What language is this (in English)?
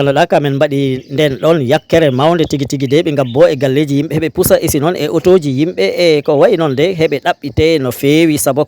Fula